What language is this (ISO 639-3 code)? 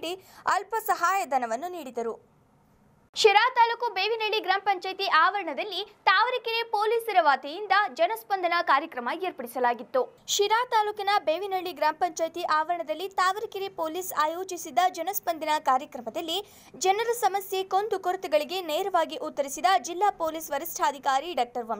kan